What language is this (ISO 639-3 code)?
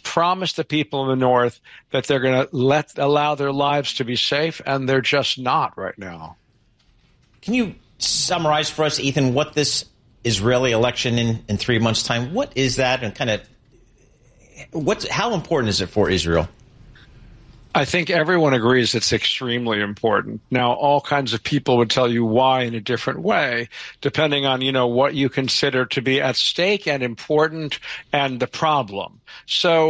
eng